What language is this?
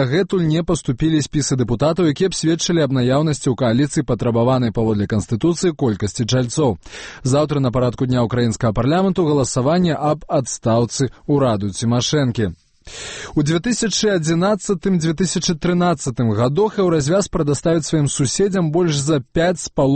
Belarusian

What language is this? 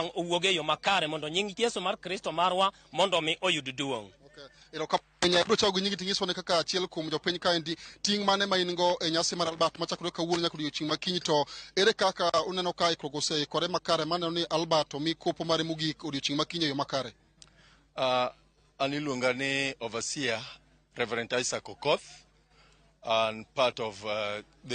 Luo (Kenya and Tanzania)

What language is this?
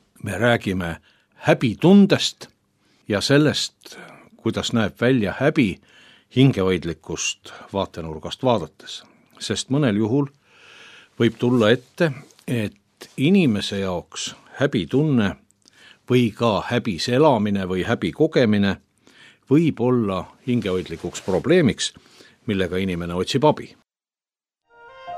Estonian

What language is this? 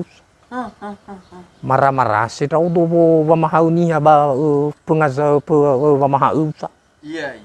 Nias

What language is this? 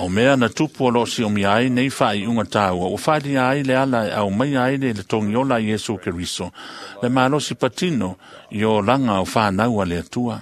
Samoan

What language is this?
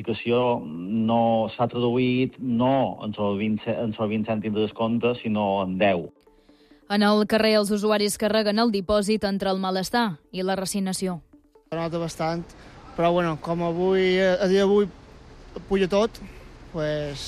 Catalan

